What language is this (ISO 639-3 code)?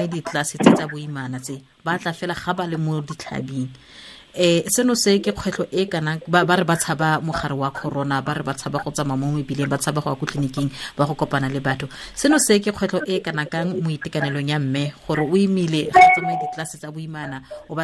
tsn